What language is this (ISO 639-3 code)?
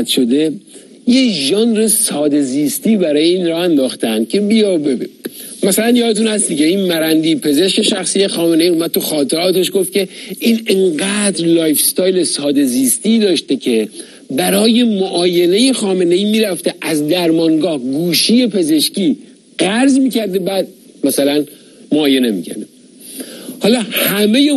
fas